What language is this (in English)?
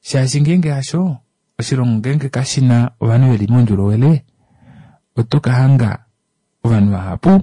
Kuanyama